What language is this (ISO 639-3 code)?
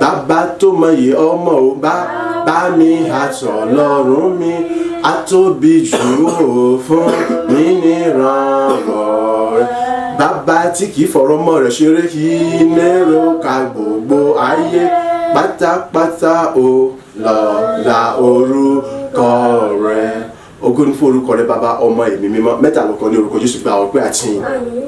yor